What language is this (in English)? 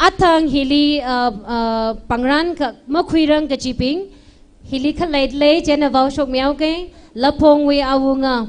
Tangkhul Naga (India)